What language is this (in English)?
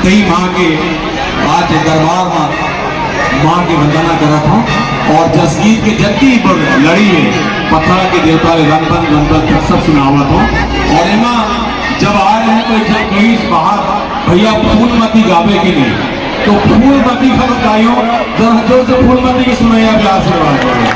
Chhattisgarhi